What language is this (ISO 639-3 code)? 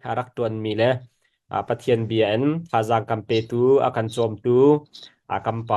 cnh